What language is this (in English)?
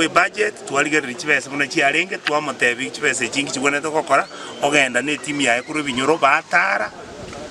Gusii